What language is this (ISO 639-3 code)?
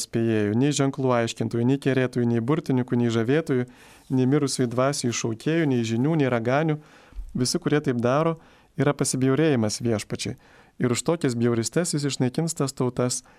lit